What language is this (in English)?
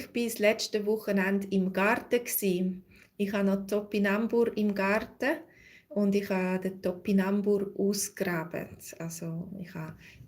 Swiss German